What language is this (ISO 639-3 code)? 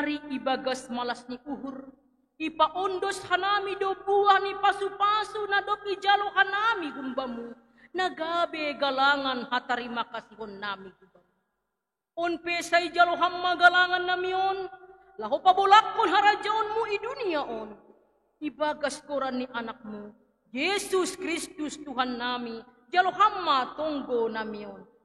bts